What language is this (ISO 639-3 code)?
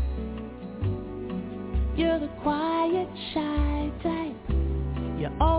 eng